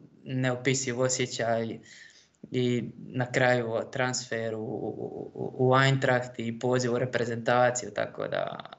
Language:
Croatian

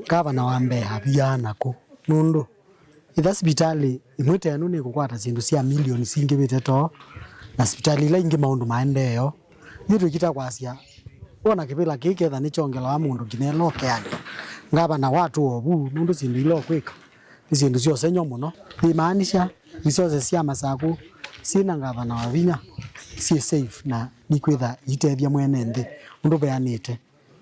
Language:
Kamba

